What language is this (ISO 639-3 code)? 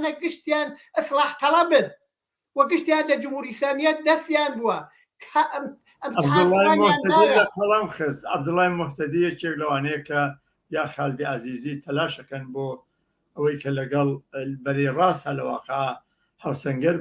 ckb